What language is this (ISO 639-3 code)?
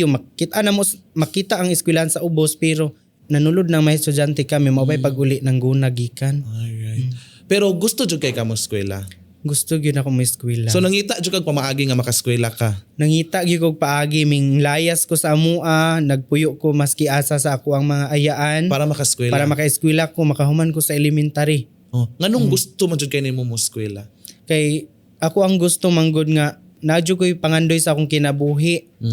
ceb